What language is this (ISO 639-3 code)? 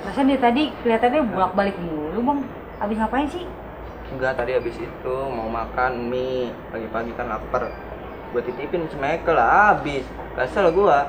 bew